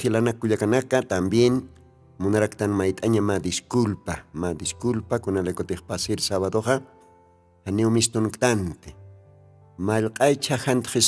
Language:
Aymara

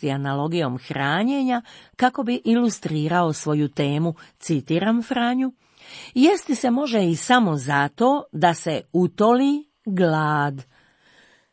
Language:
Croatian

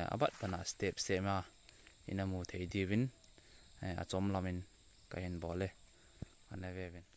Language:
Thado Chin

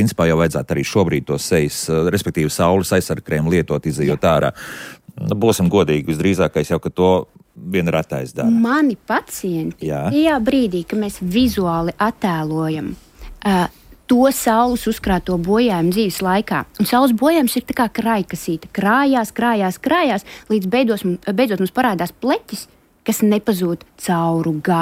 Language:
Latvian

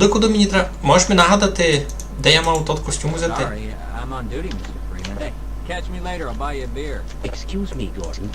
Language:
Rusyn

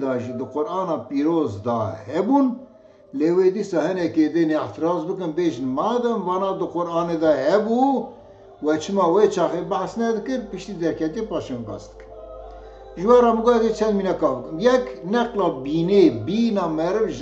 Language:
Kurdish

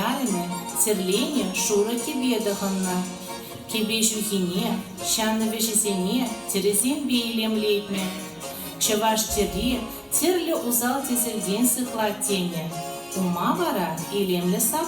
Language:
Chuvash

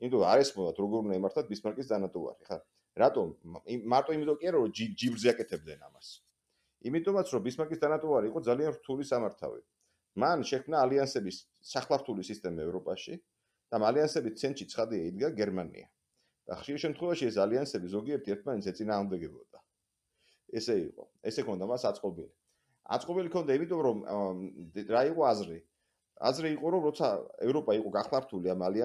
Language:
Georgian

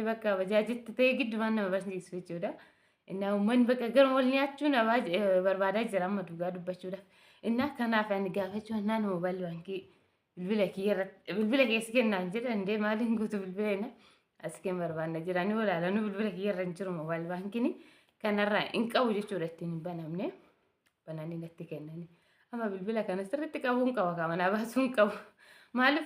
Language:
Oromo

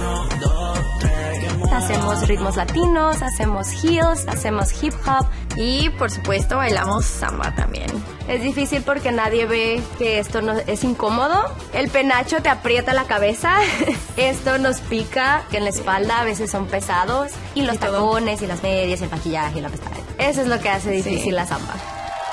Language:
Spanish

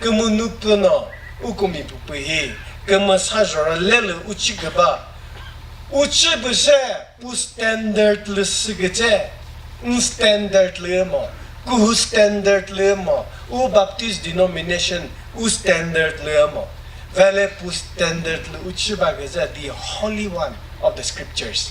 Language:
Chokri Naga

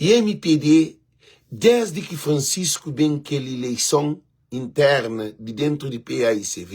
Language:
Kabuverdianu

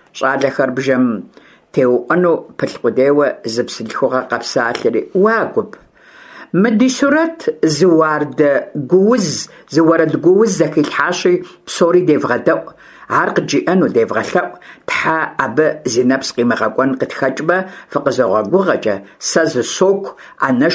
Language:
Kabardian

